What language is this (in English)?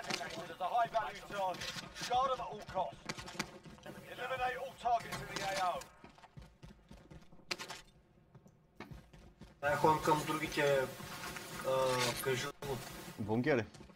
Bulgarian